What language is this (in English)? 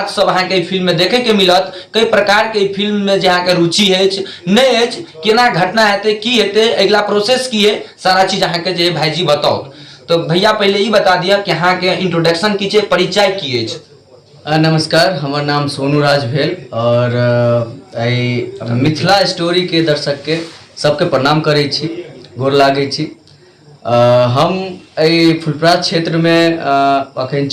Maithili